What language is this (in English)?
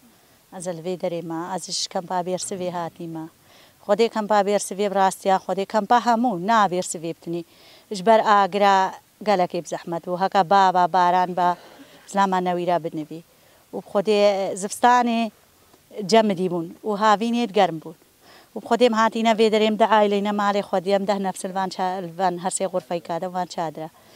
Kurdish